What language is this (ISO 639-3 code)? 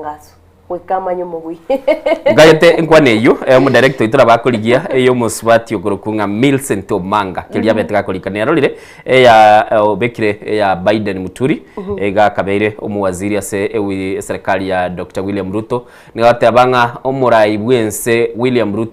guz